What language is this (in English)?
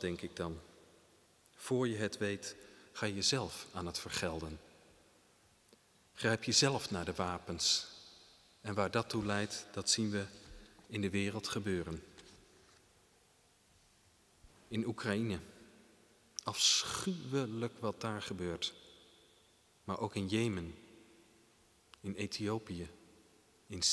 Dutch